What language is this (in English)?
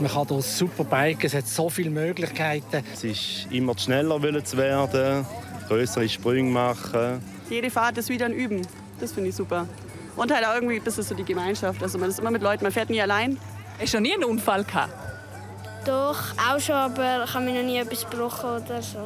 Romansh